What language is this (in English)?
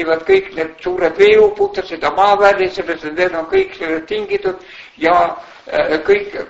Estonian